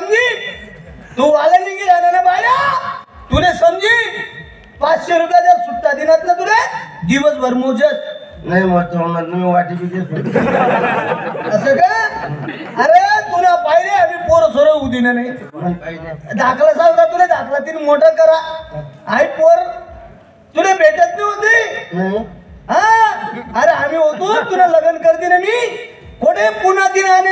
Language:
Marathi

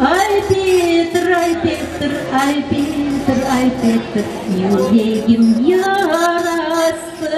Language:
Crimean Tatar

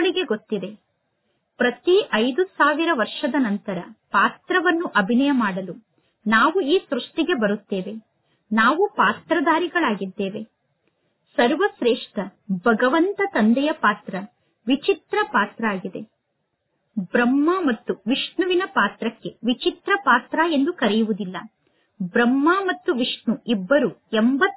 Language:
Kannada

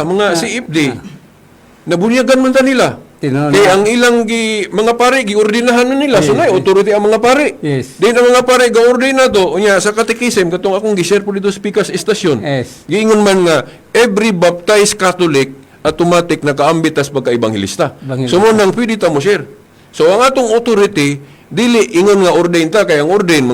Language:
Cebuano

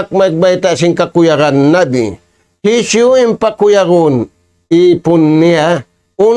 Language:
Tausug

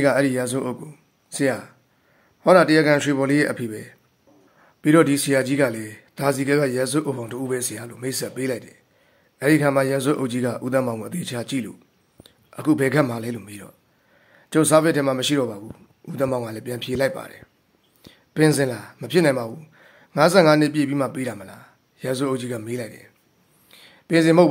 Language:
Burmese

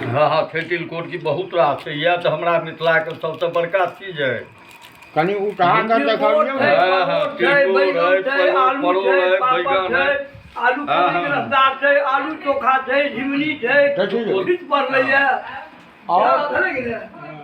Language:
Maithili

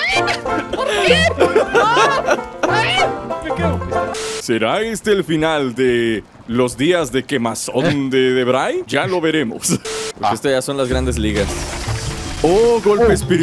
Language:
Spanish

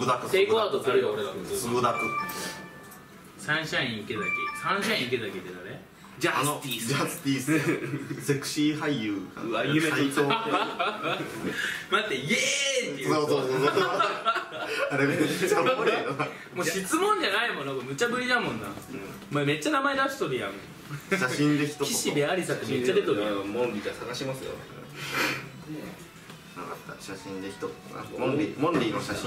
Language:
Japanese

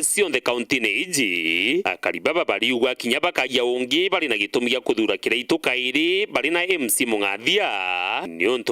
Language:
Meru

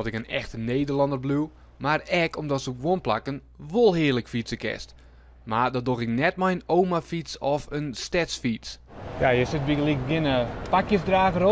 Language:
Western Frisian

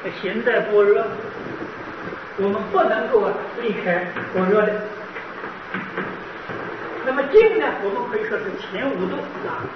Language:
Chinese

